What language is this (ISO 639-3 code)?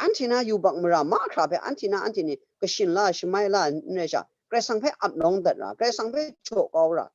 kac